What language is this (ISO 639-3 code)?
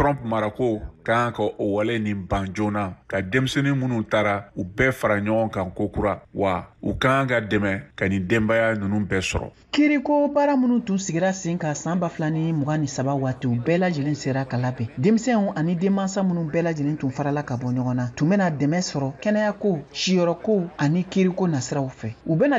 bam